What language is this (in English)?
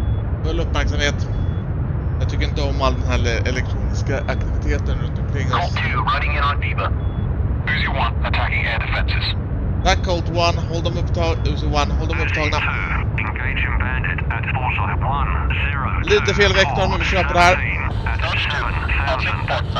Swedish